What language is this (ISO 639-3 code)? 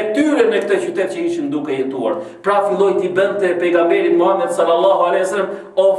sqi